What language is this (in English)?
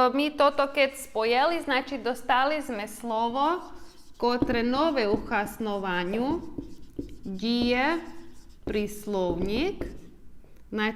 Rusyn